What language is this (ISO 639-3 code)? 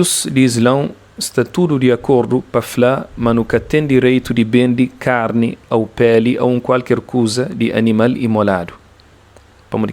kea